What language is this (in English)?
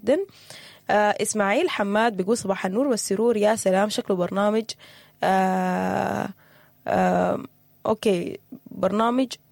Sudanese Arabic